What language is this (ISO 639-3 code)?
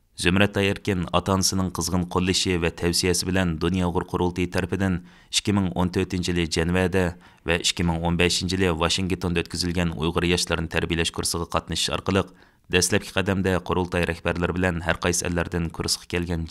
uig